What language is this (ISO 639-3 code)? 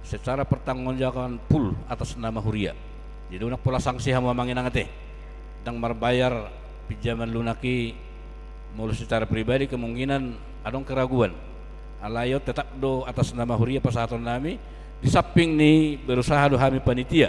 bbc